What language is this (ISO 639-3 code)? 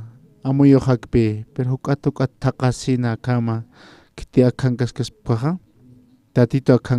aym